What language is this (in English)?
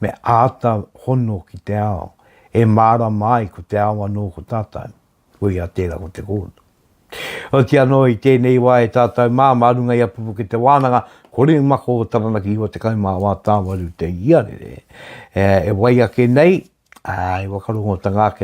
Māori